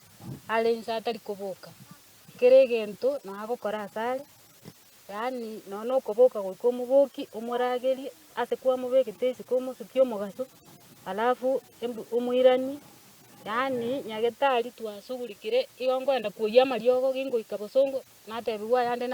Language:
Gusii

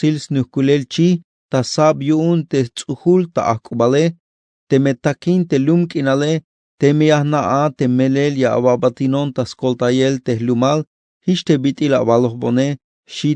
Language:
Tzeltal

